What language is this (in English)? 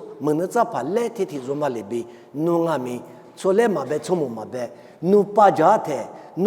Lisu